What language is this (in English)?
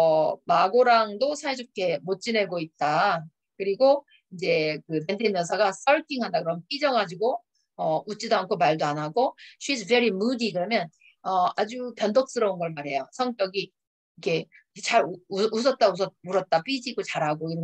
Korean